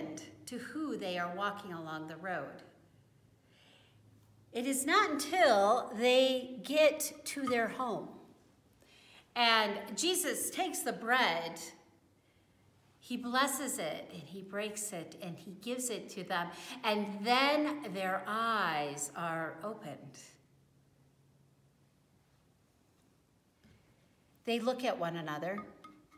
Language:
English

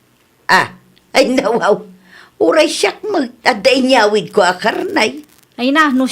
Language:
Iloko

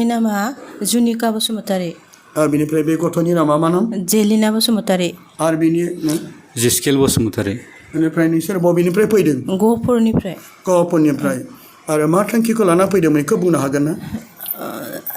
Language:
Bodo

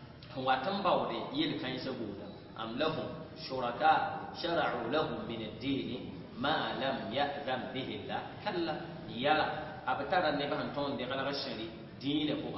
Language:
Mossi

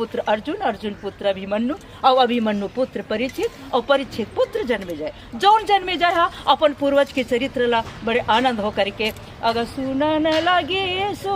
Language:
Chhattisgarhi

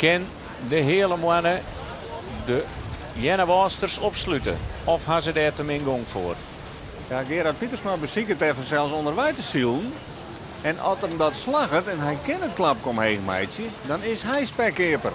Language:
Western Frisian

